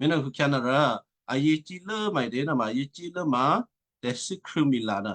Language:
Western Kayah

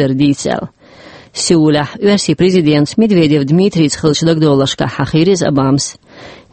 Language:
Chechen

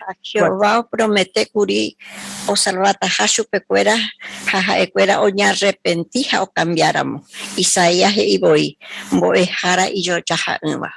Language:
Guarani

